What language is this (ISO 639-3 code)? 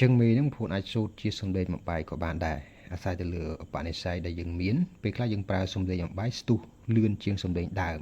khm